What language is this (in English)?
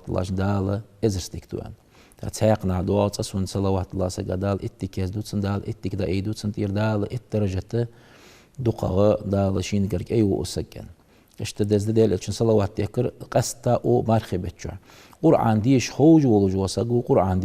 Ingush